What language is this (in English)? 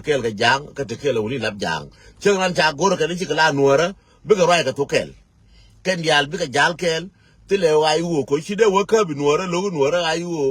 Nuer